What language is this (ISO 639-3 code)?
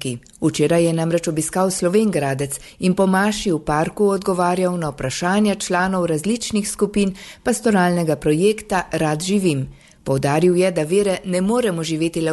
slv